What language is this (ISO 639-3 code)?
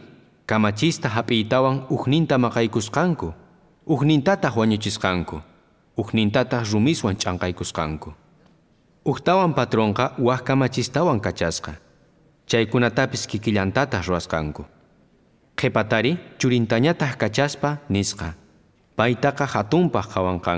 quh